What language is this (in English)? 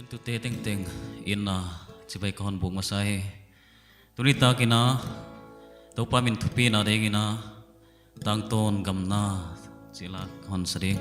Paite Chin